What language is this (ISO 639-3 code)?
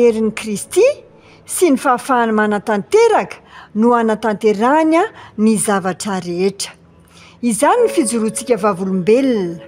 mlg